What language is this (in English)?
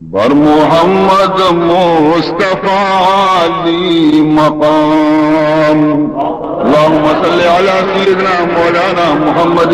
Baluchi